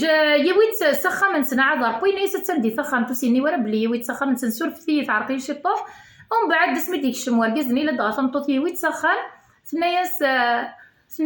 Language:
Kabyle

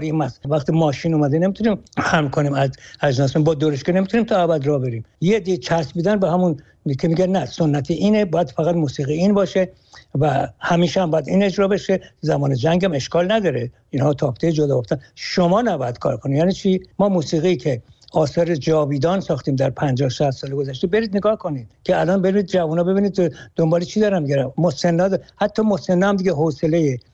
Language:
Persian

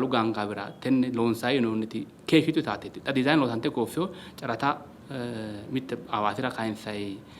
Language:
Sidamo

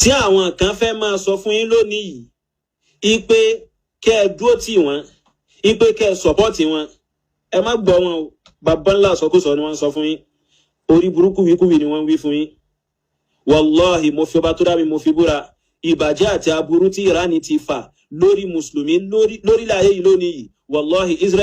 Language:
Yoruba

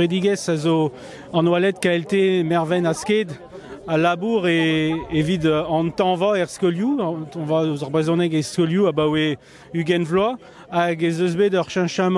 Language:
Breton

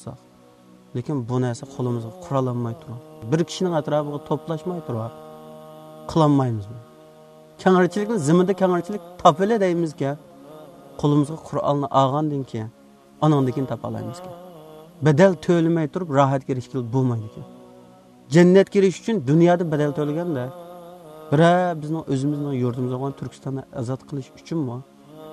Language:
Uyghur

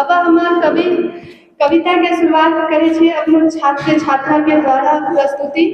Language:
Angika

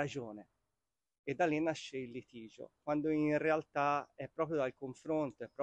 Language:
Italian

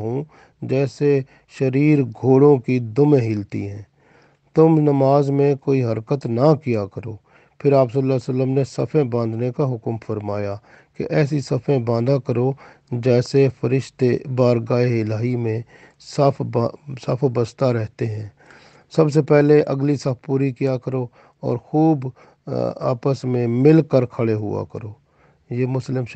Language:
Urdu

